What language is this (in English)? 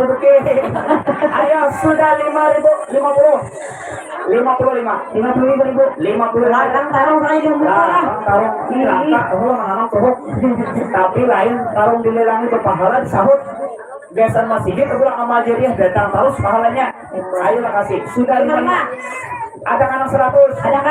Banjar